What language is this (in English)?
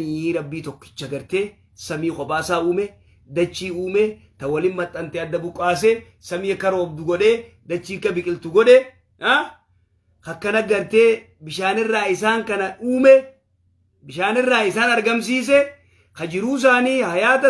Oromo